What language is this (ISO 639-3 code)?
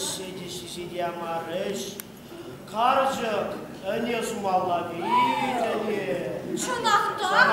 chv